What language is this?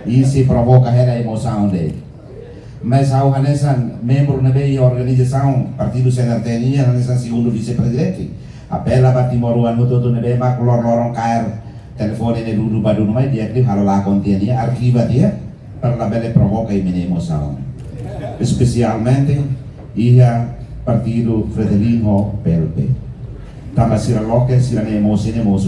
Tetum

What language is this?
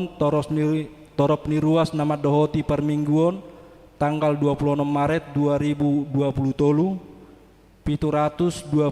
Batak Toba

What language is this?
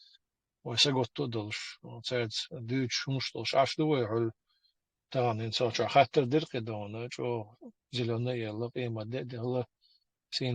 Chechen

